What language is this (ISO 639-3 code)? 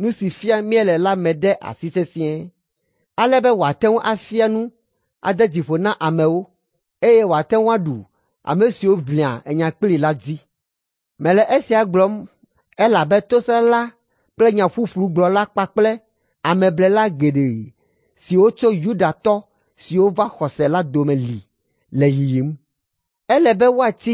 ewe